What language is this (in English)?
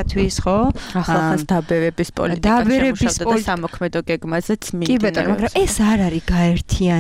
Georgian